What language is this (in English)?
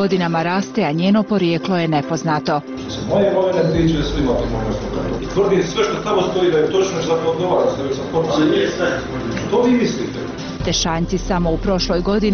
Bosnian